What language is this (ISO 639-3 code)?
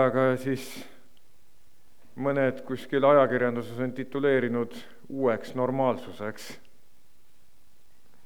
est